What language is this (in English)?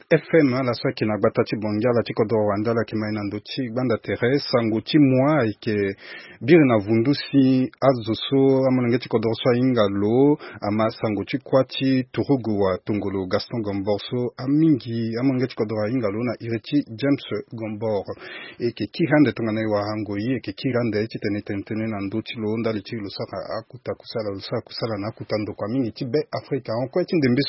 Sango